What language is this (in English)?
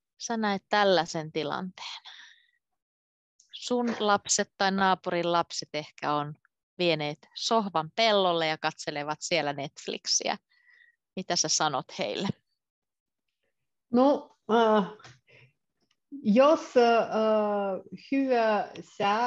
Finnish